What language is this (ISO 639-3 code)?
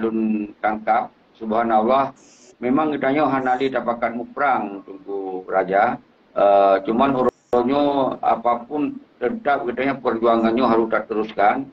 ace